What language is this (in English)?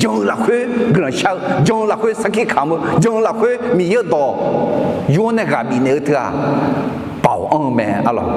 Akha